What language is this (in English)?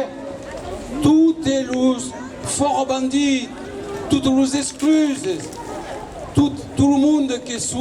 Occitan